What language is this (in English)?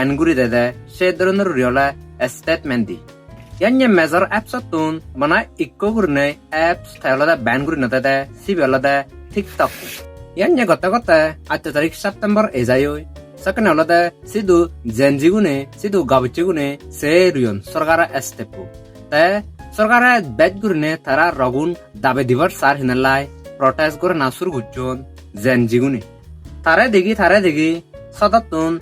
Chakma